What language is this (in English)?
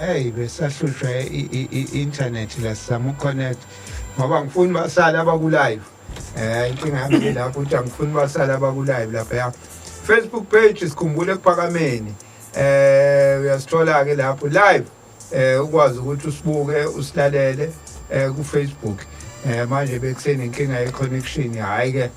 Zulu